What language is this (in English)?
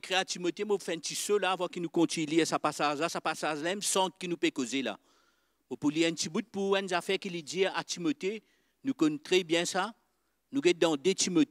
Morisyen